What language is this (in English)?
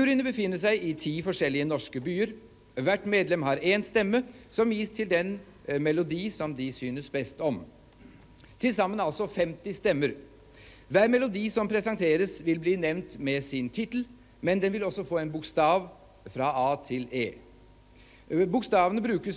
Norwegian